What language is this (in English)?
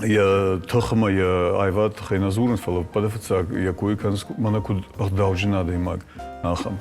Ossetic